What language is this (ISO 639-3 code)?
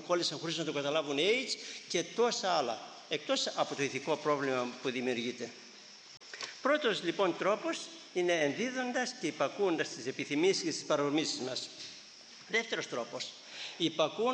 ell